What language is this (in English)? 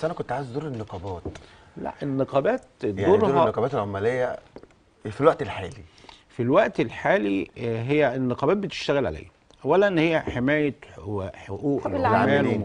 Egyptian Arabic